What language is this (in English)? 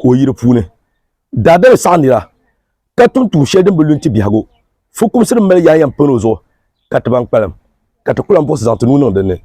Dagbani